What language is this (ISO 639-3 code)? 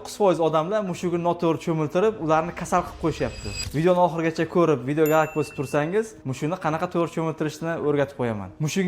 uzb